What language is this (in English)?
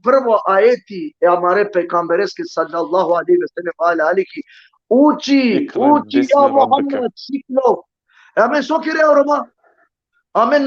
Balkan Romani